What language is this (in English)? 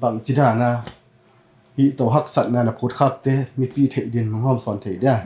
Tedim Chin